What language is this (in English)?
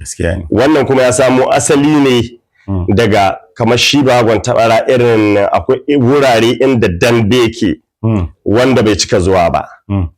Hausa